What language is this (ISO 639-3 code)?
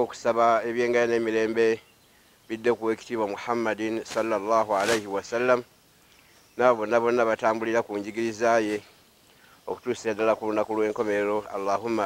lug